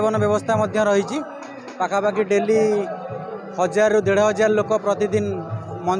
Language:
Odia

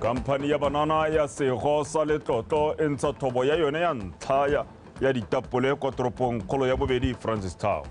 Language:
Tswana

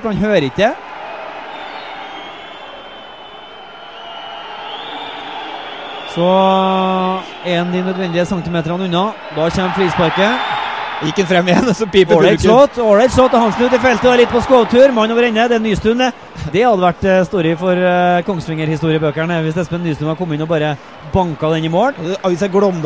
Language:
Norwegian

